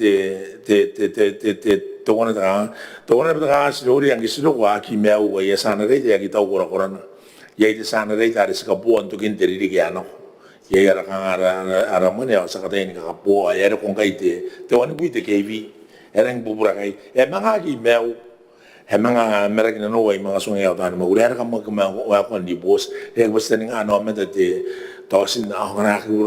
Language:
Gilbertese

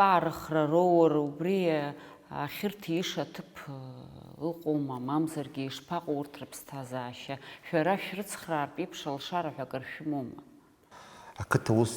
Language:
Abkhazian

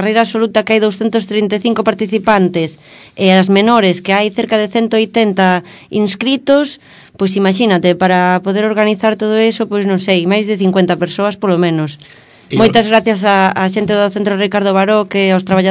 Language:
Galician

